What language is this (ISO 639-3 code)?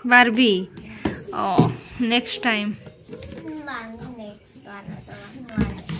sat